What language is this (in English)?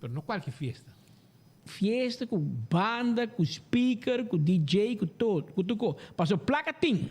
Papiamento